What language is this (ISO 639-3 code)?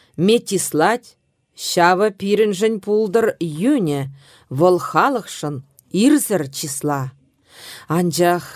chv